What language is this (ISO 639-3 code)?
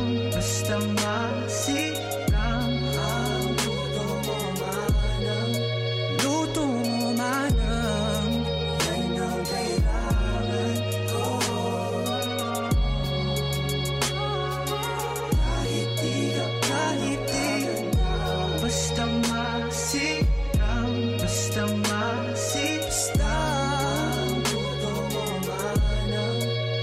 fil